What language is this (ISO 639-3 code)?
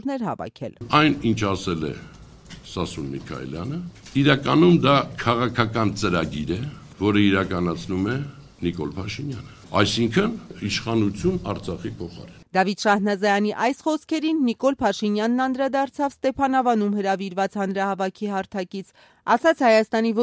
hye